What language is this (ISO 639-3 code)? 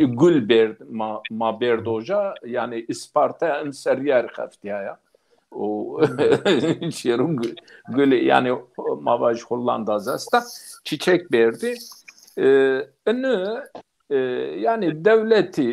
zza